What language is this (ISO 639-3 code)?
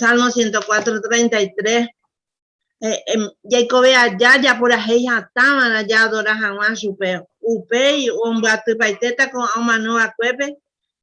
grn